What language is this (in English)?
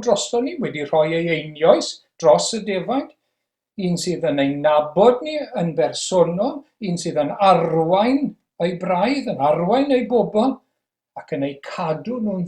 Welsh